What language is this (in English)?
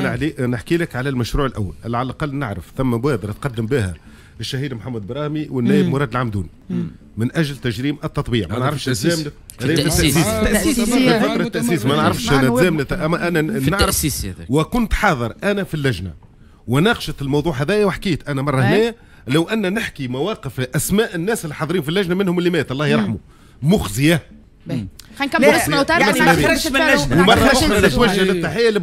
Tunisian Arabic